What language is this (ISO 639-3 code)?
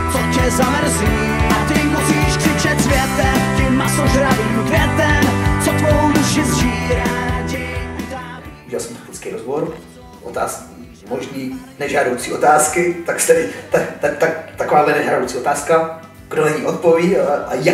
ces